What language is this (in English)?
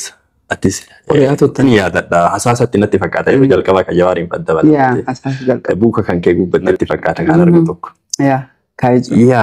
Oromo